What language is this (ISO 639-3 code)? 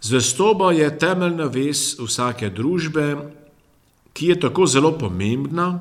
slv